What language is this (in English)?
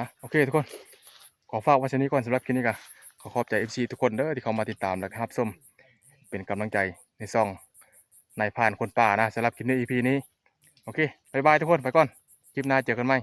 Northeastern Thai